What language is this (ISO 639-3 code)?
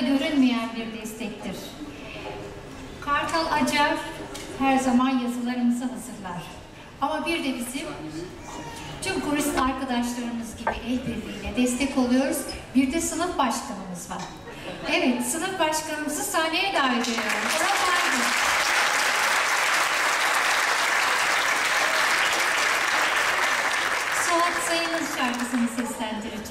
tur